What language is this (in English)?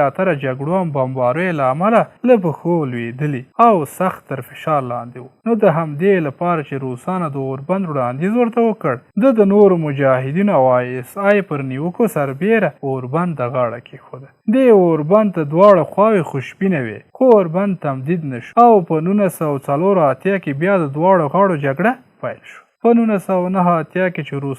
Pashto